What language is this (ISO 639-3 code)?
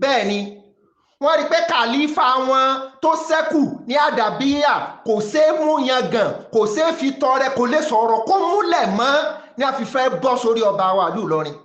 yor